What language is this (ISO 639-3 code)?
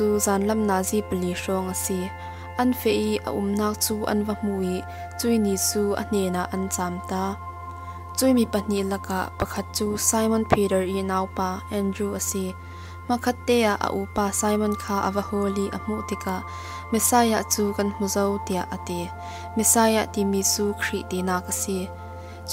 cfm